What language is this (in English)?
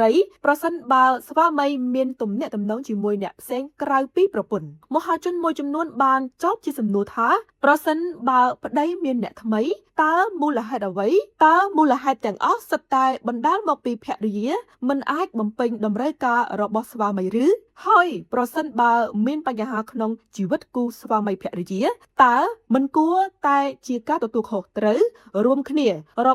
Khmer